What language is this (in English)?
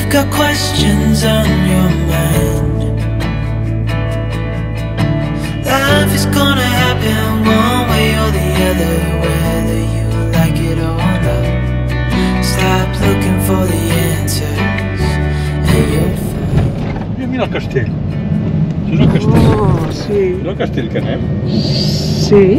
Catalan